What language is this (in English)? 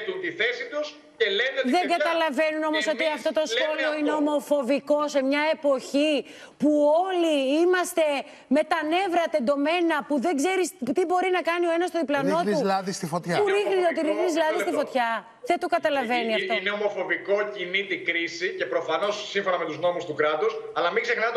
Greek